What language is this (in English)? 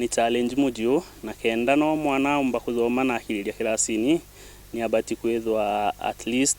Meru